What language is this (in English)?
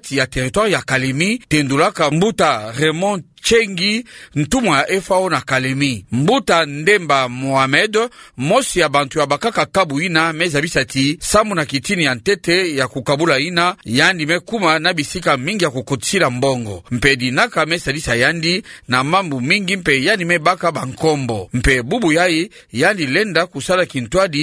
Kituba (Democratic Republic of Congo)